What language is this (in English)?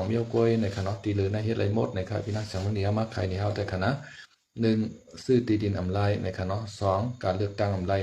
Shan